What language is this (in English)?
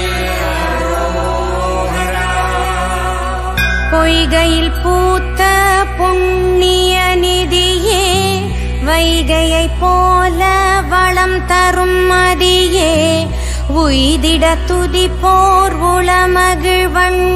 Tamil